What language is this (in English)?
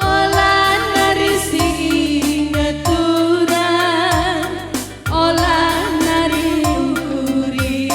Batak Karo